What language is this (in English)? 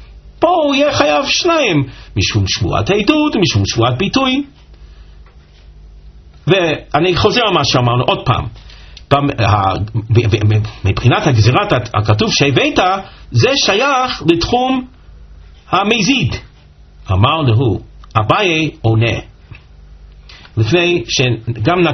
Hebrew